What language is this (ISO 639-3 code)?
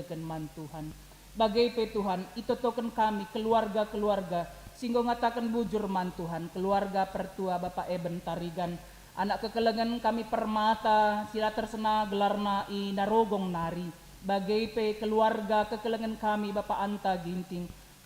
btx